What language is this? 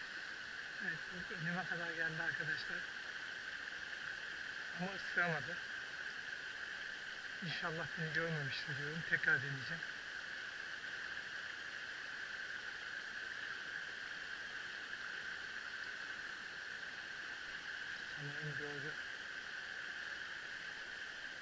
Turkish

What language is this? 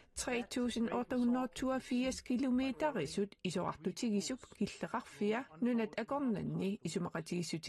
Kalaallisut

